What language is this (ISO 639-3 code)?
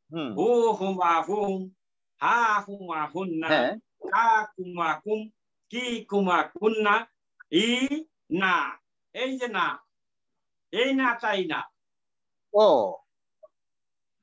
ben